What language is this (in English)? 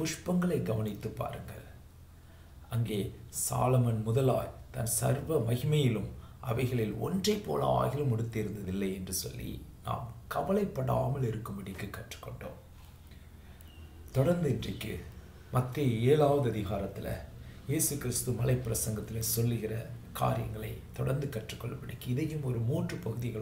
Tamil